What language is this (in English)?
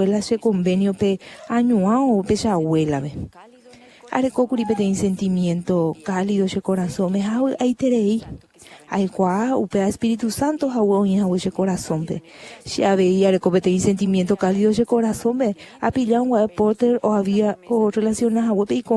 Guarani